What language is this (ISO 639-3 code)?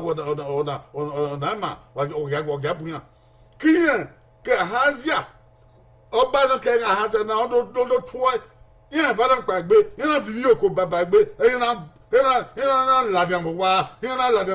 bin